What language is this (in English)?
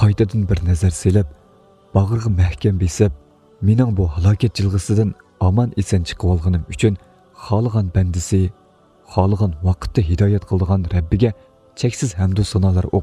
Uyghur